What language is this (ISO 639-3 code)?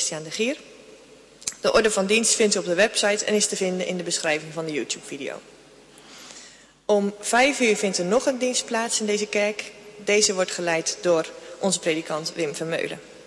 nld